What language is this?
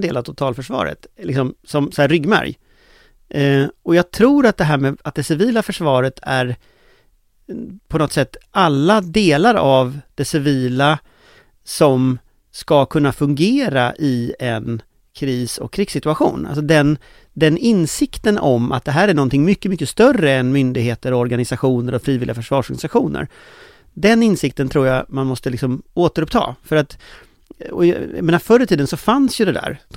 Swedish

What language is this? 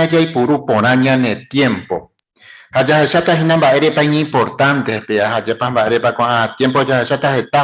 Guarani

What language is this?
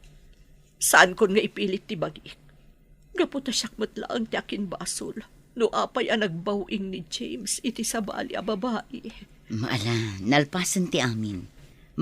Iloko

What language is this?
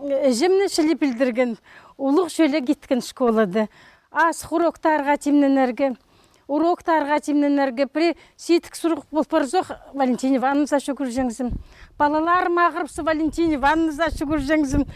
Khakas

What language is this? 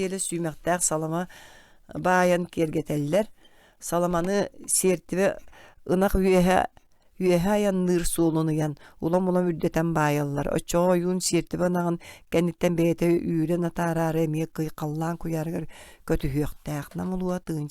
Yakut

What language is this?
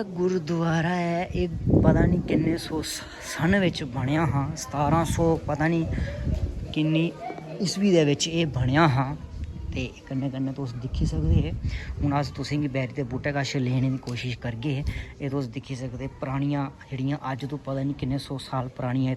Dogri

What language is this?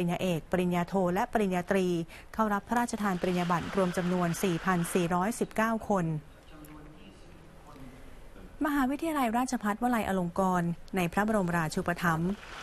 Thai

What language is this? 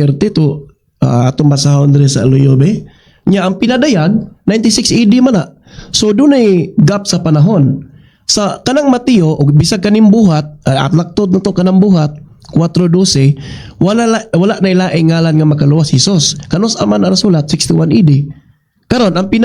Cebuano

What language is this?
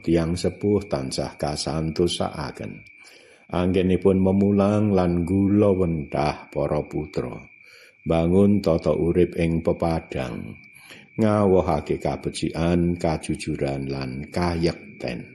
Javanese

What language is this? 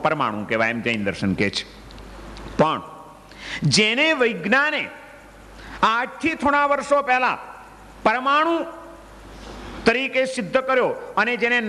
Gujarati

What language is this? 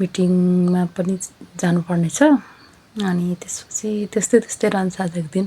Nepali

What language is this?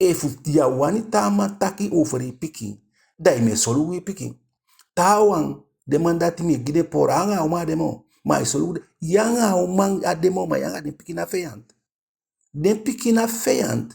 Eastern Maroon Creole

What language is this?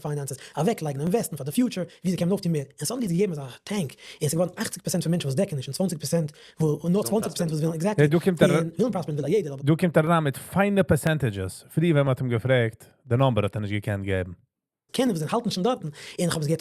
Yiddish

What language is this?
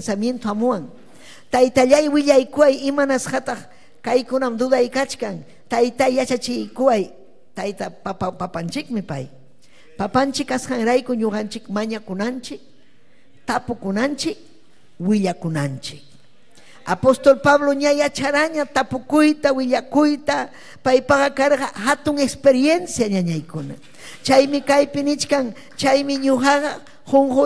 Ayacucho Quechua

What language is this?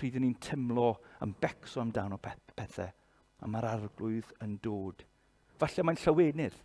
Welsh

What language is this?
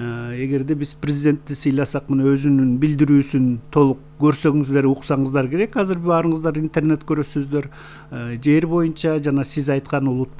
Kyrgyz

